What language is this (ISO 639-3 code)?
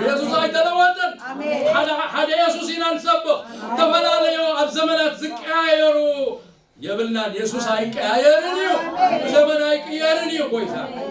tir